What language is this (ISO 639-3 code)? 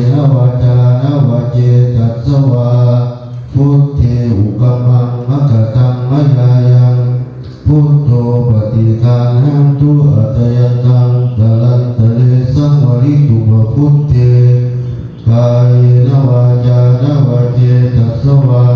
pli